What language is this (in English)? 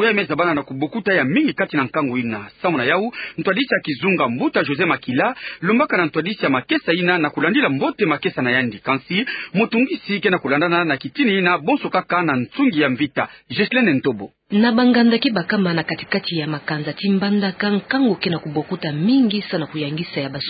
Kituba (Democratic Republic of Congo)